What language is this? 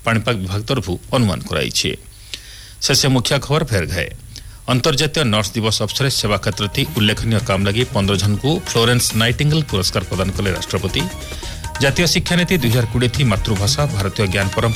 Odia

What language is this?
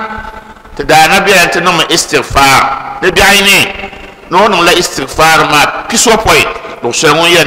Dagbani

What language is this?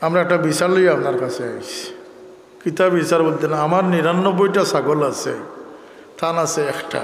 Sylheti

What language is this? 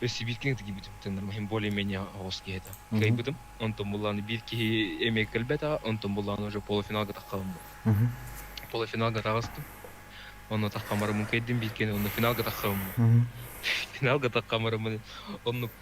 Yakut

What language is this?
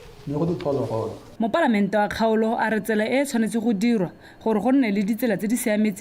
Tswana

